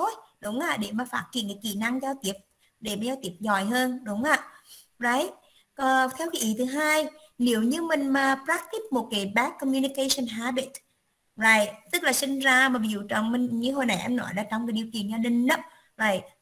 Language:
Vietnamese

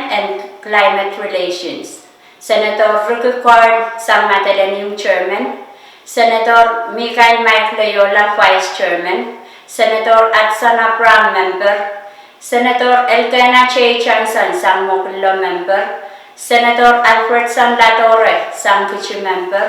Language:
Pohnpeian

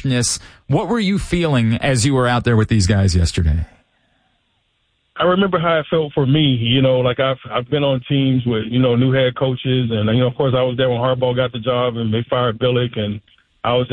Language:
English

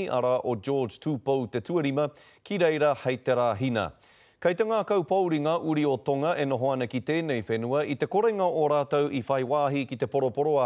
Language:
Māori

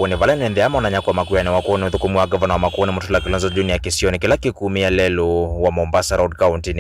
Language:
Kamba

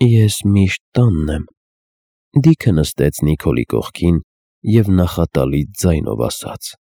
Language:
Armenian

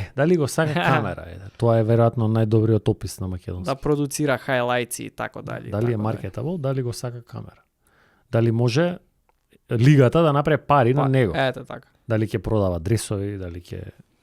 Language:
Macedonian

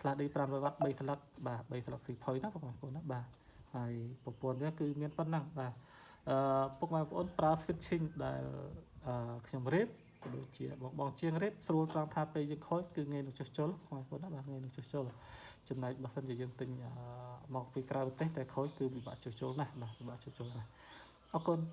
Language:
Khmer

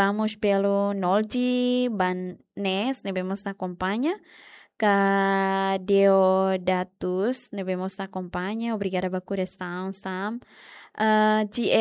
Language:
Tetum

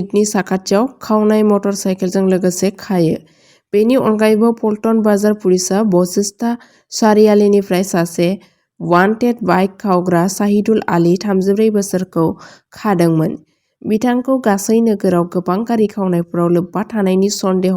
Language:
Bodo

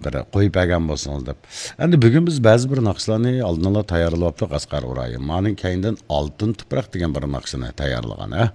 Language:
Uyghur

